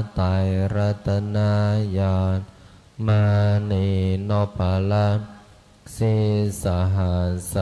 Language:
Pali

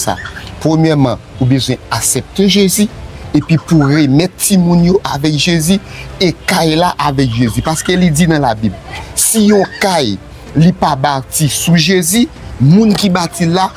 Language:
Haitian Creole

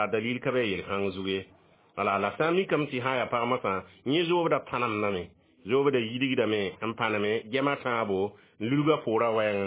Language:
Mossi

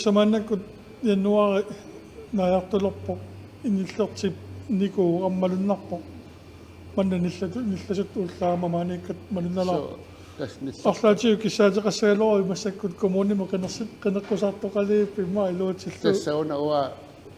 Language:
Kalaallisut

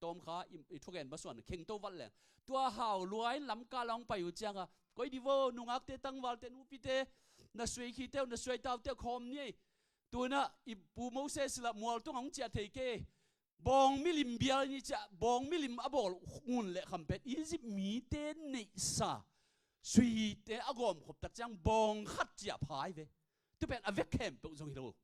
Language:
Tedim Chin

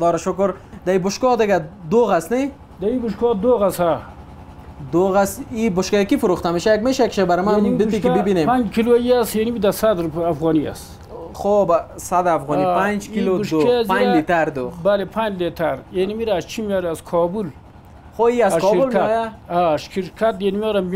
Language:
Persian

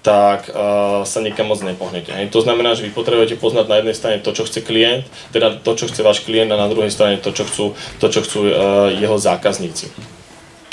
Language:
Slovak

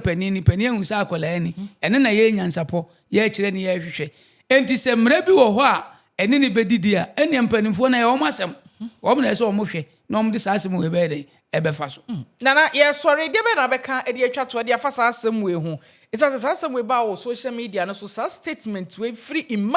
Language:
Akan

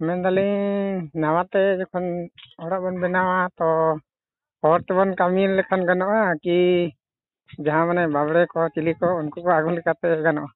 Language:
Santali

